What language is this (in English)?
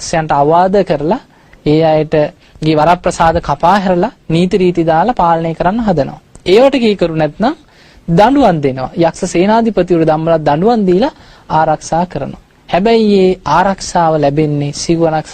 Sinhala